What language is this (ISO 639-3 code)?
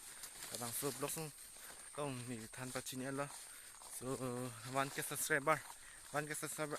mjw